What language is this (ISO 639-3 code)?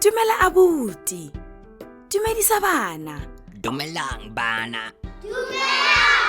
tsn